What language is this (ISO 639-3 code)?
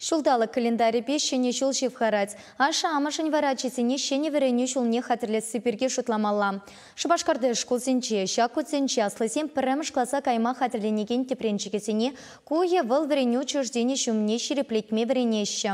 chv